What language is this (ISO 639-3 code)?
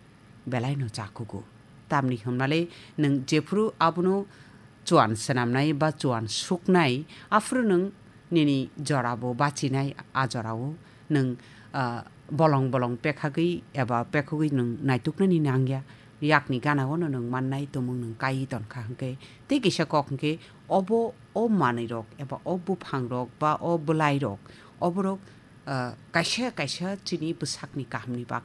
trp